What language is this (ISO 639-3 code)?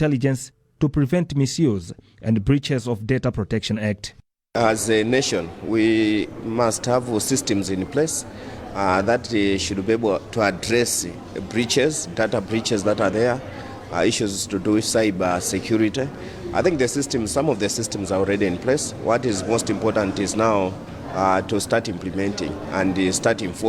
eng